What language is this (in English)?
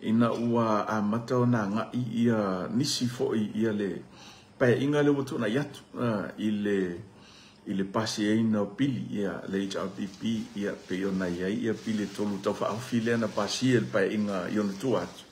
Samoan